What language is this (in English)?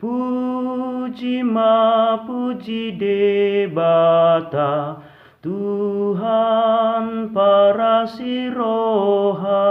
Batak Toba